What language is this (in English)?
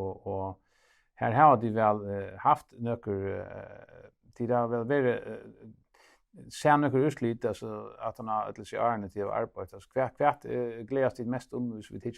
Faroese